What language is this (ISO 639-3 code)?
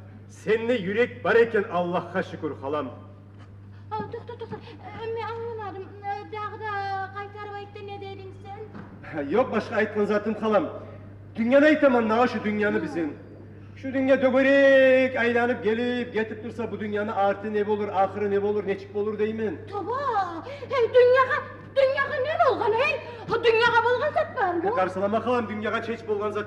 kum